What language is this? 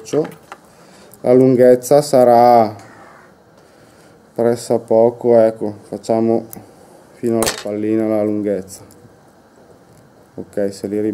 Italian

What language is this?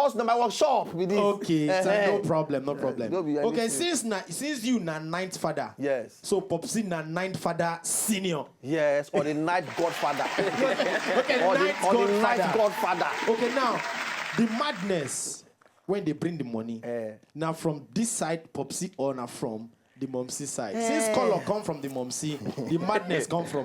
Nigerian Pidgin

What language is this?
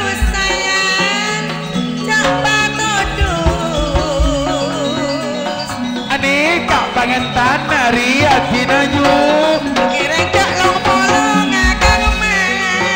Madurese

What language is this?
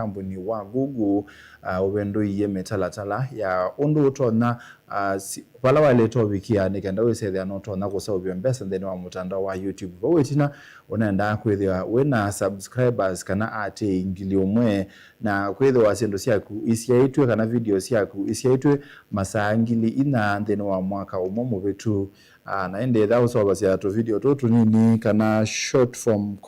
Kamba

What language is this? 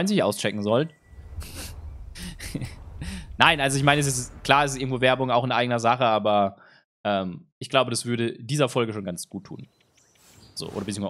German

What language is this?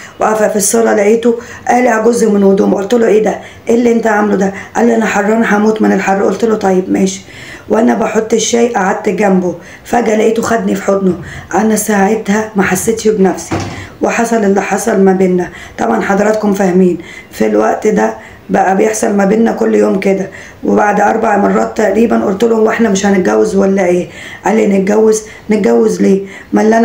Egyptian Arabic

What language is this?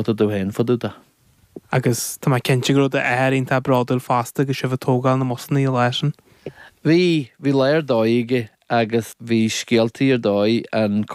Irish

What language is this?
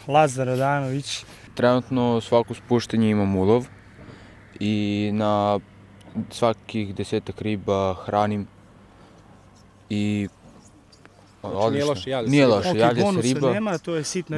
Serbian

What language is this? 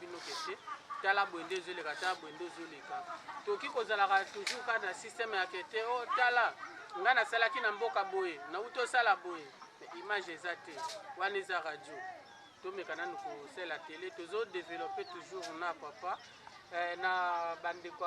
Lingala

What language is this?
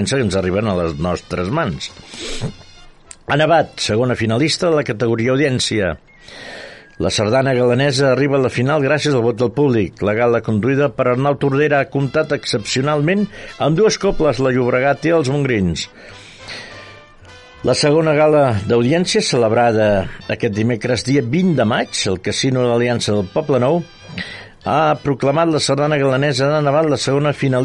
Catalan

